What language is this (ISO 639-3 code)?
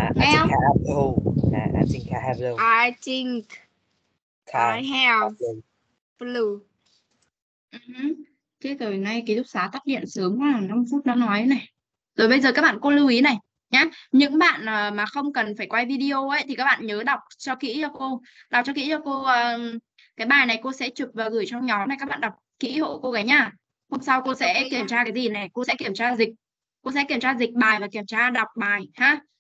vie